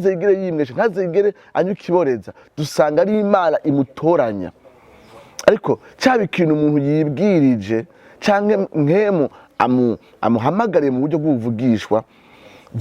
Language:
Rundi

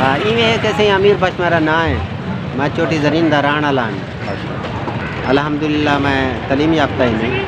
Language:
Saraiki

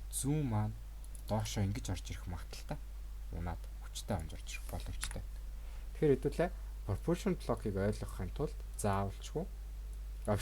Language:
Mongolian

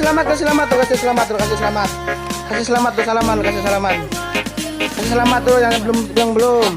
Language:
Banjar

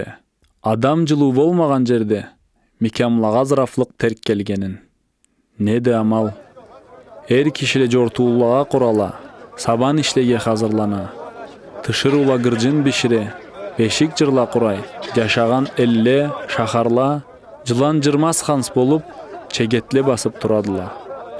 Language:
Karachay-Balkar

